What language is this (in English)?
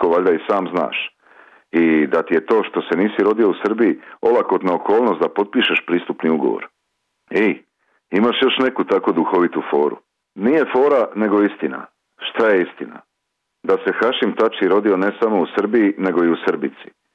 Serbian